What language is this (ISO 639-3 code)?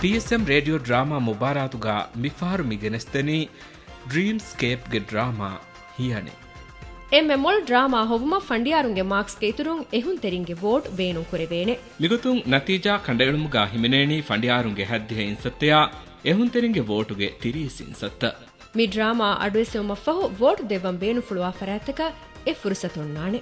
div